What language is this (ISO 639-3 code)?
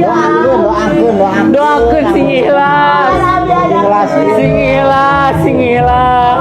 sun